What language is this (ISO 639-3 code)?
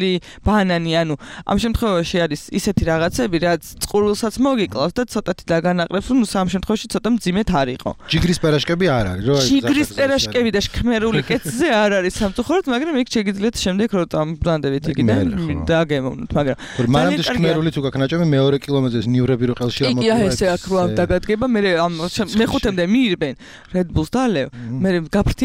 kat